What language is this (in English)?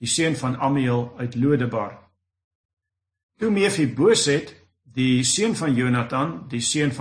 Afrikaans